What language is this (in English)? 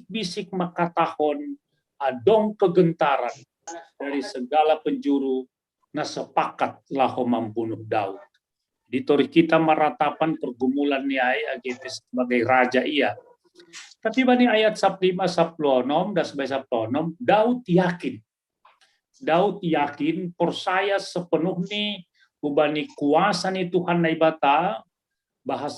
Batak Simalungun